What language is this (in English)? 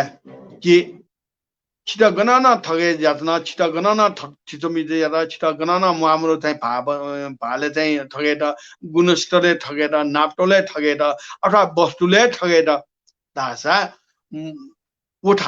Newari